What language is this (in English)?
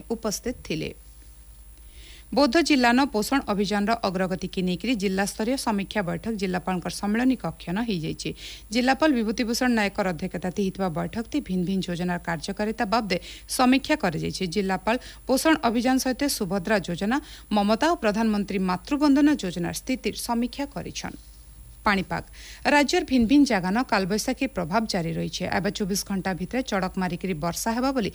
Odia